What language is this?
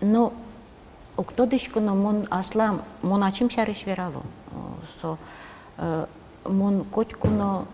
Udmurt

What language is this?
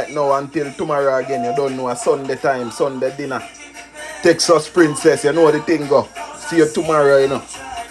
Jamaican Creole English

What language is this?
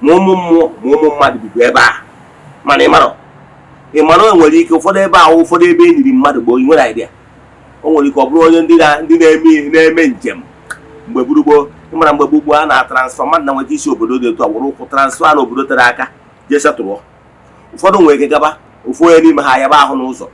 Igbo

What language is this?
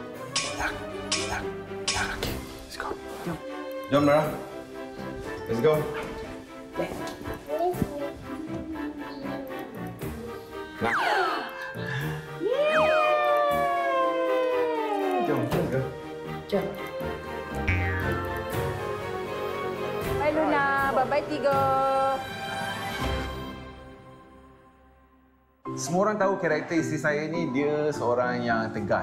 Malay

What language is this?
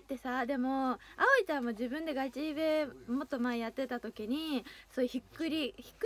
Japanese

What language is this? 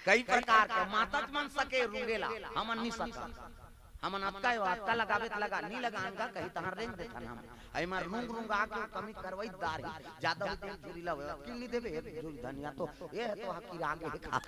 Chhattisgarhi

